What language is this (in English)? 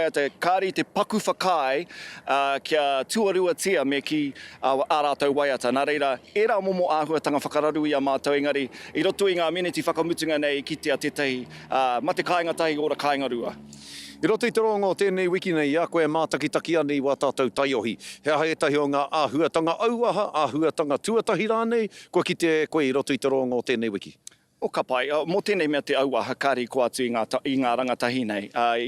Māori